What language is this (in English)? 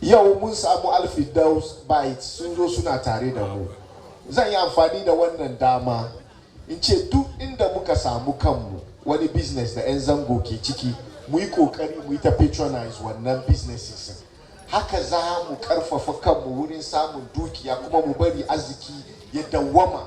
Hausa